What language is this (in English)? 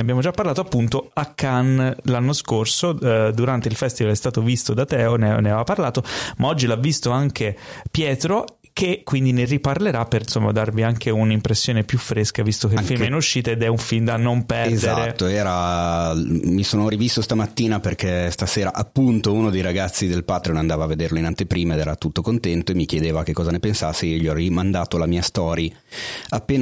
Italian